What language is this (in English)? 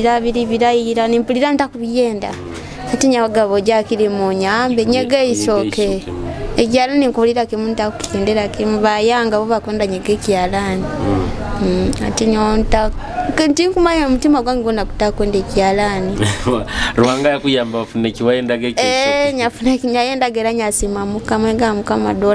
Nyoro